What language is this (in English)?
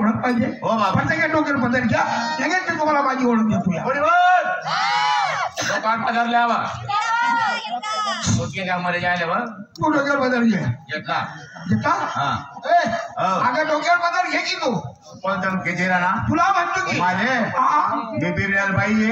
Marathi